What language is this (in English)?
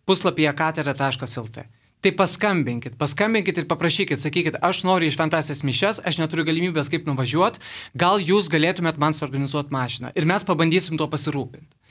Lithuanian